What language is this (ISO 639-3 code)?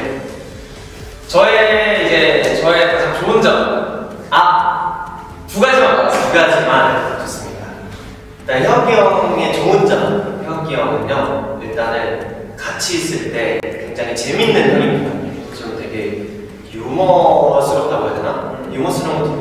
kor